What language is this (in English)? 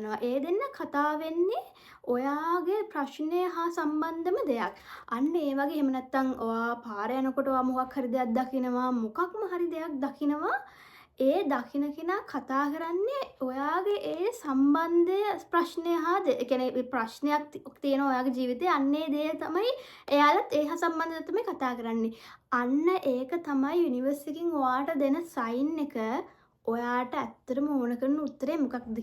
Sinhala